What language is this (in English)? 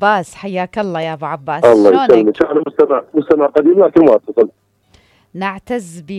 Mesopotamian Arabic